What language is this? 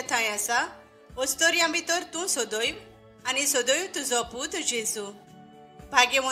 Konkani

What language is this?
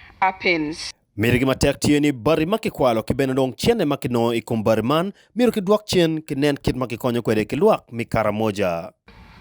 Acoli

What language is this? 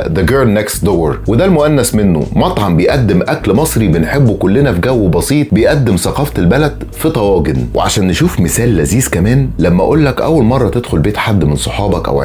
Egyptian Arabic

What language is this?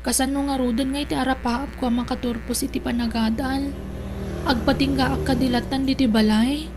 Iloko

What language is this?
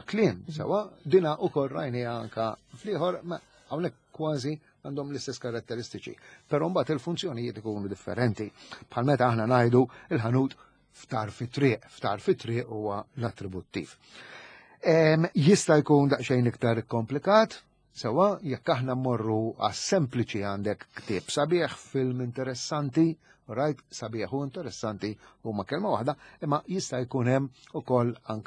Maltese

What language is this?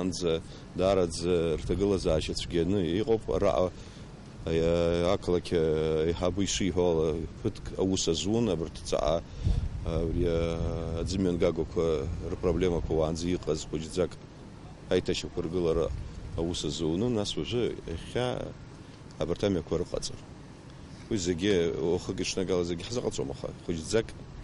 Abkhazian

